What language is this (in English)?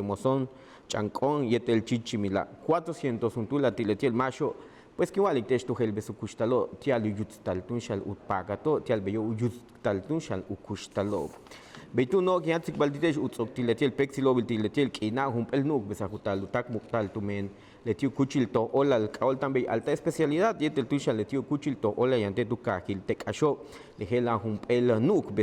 Yucateco